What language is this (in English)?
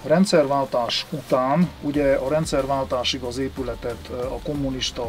Hungarian